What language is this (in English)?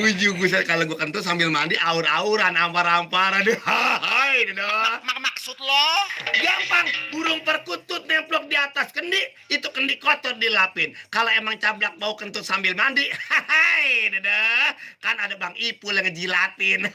Betawi